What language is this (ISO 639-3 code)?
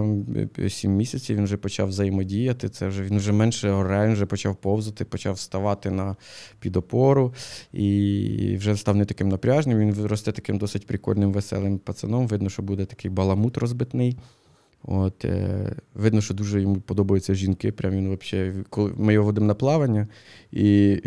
ukr